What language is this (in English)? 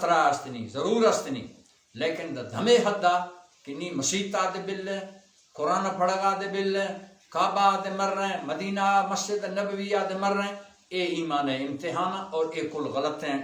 Baluchi